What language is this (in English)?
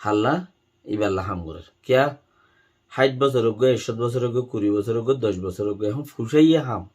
Rohingya